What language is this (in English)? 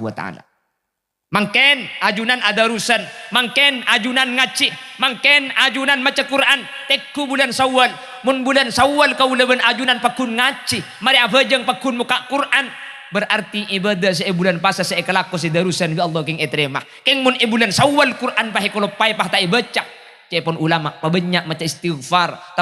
Madurese